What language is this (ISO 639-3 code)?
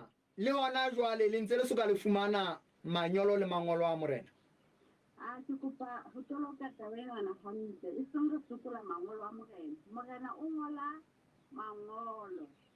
sot